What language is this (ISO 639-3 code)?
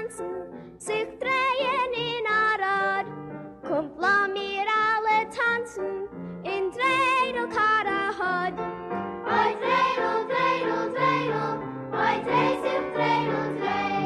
yid